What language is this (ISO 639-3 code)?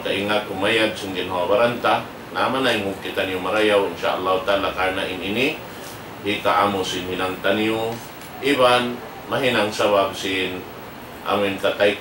tsg